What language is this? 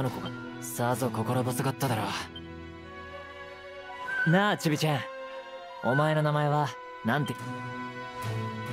Japanese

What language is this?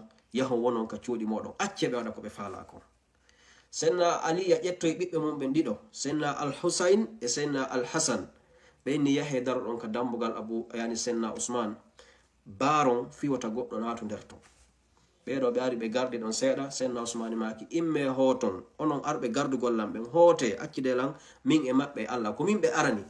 Fula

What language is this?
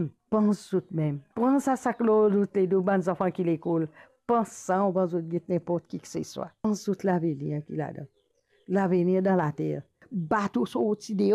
Morisyen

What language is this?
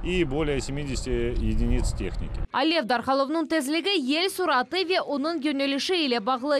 Crimean Tatar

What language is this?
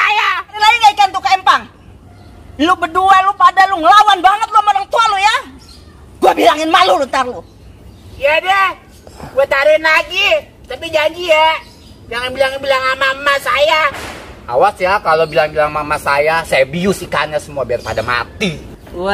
Betawi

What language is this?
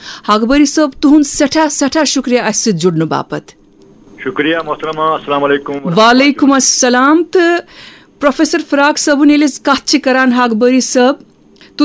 Kashmiri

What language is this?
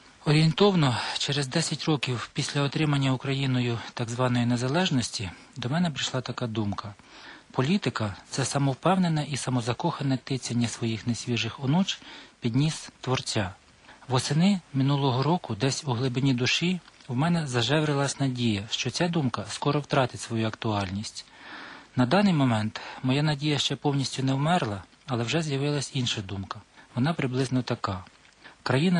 Ukrainian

